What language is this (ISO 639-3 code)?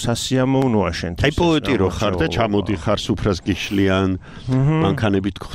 kat